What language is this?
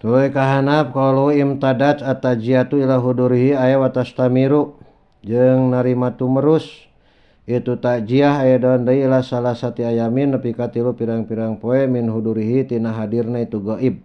Sundanese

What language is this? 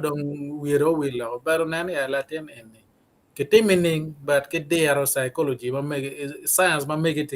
Acoli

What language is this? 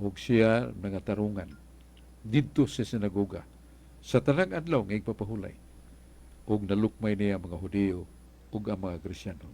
Cebuano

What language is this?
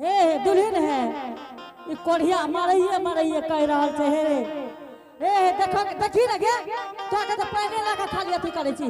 Angika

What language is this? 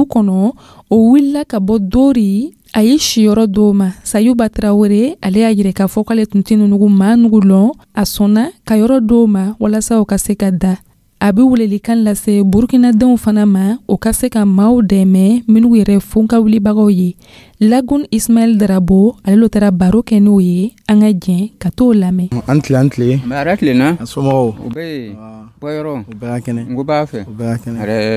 Dyula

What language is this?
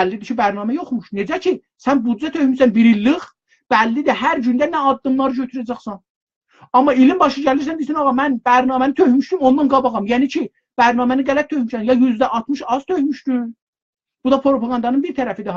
South Azerbaijani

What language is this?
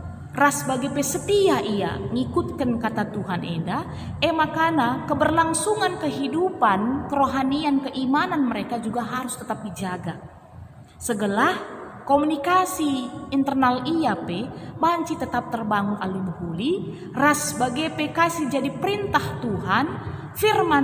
Batak Karo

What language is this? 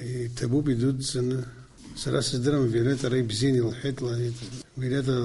Abkhazian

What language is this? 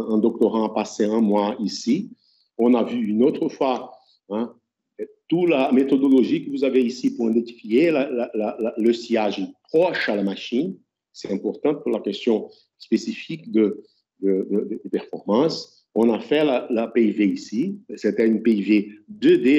French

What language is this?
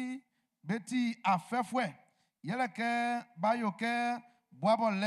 Baoulé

